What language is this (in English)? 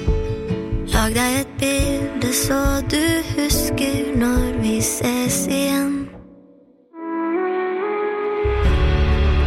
Norwegian